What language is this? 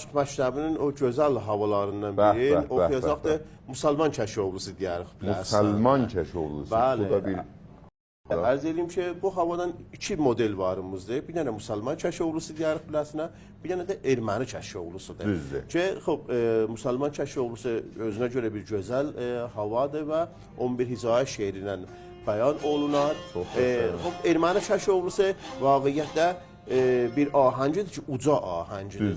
South Azerbaijani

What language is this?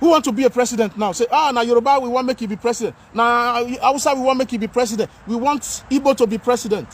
Nigerian Pidgin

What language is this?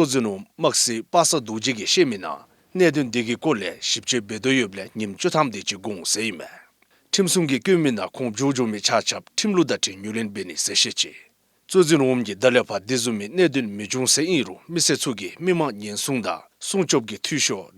Dzongkha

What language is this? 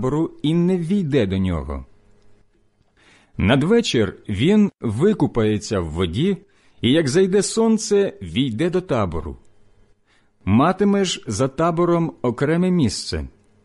Ukrainian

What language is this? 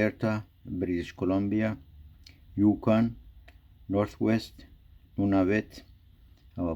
Turkmen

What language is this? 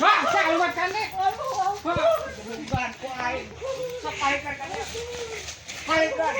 Sundanese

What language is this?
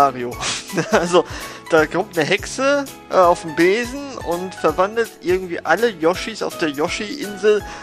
German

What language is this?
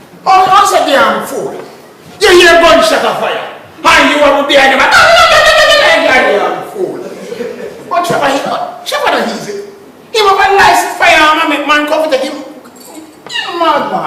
Jamaican Creole English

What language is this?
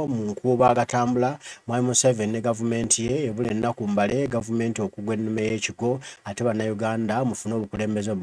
Ganda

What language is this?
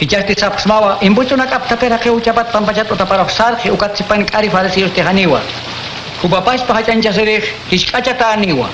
Aymara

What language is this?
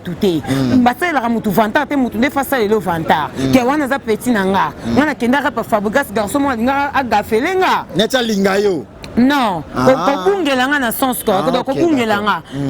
Lingala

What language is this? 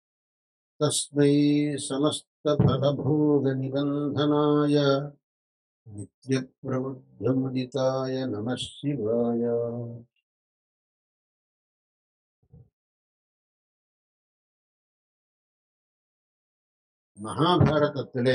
Tamil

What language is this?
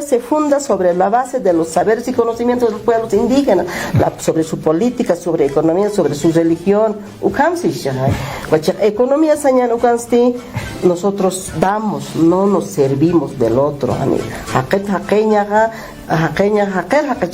Aymara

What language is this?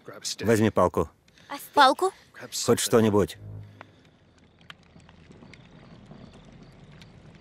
Russian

